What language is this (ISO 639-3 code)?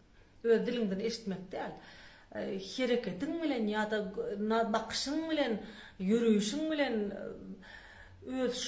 tuk